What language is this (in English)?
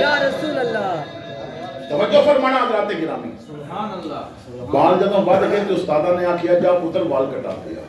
Western Panjabi